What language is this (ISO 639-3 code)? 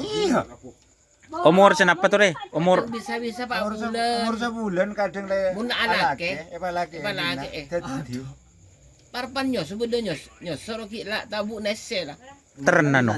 mad